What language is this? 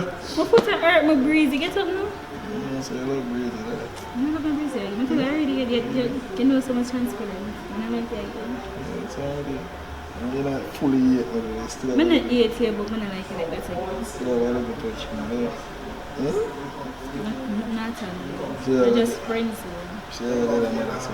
Jamaican Creole English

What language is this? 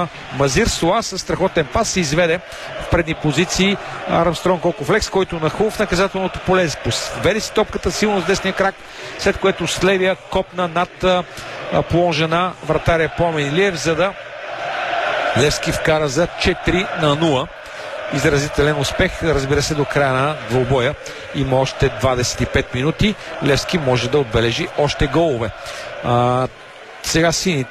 Bulgarian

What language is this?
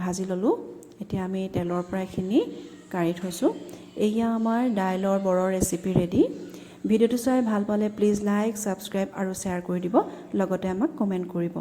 Assamese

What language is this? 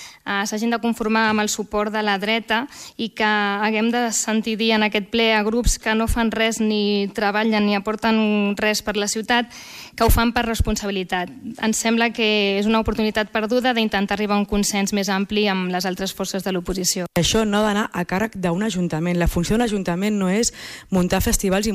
Catalan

